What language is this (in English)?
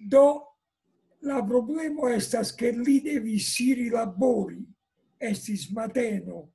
Esperanto